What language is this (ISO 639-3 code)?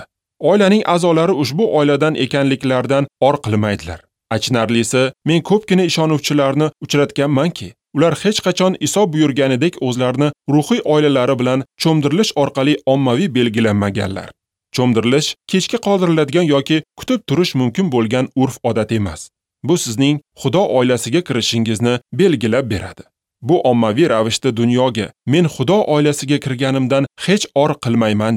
uzb